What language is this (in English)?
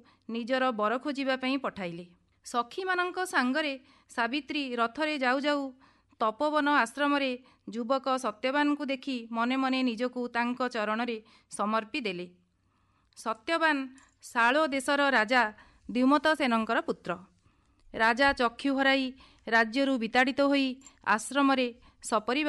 Odia